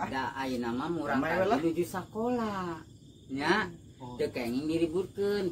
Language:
Sundanese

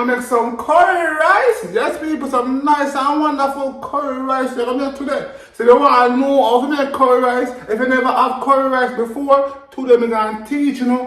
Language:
Jamaican Creole English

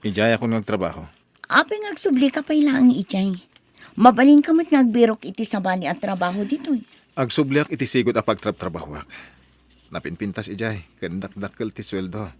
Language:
Iloko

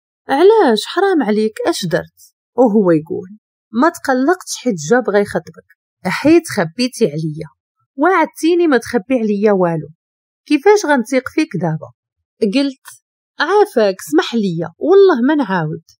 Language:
Moroccan Arabic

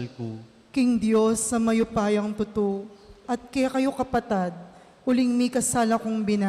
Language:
Pampanga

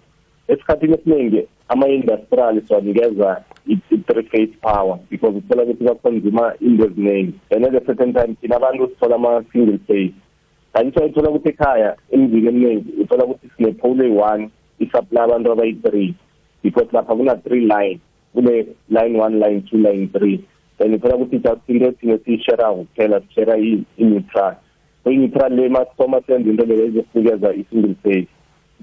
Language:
South Ndebele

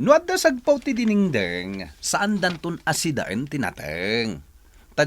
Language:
Iloko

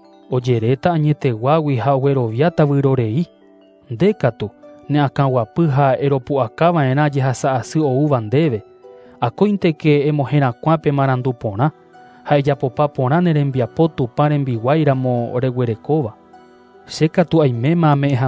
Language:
Guarani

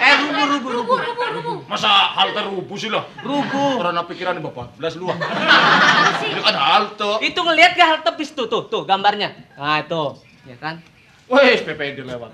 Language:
Betawi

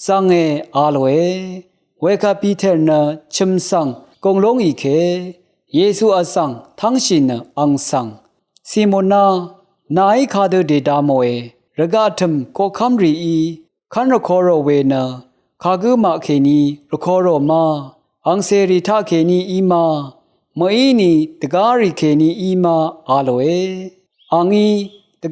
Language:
Rawang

